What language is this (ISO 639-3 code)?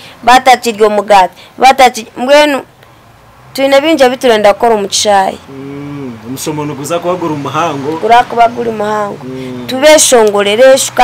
nyn